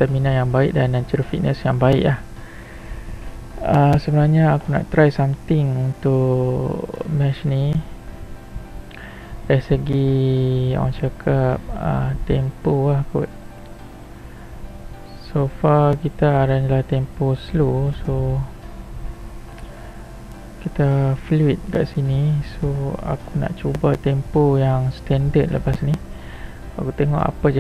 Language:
Malay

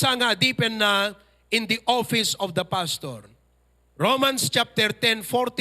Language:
Iloko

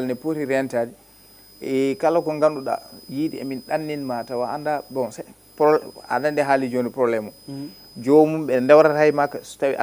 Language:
Fula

